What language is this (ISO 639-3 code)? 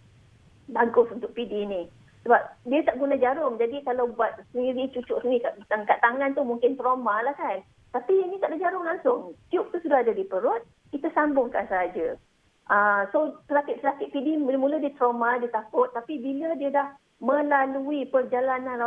msa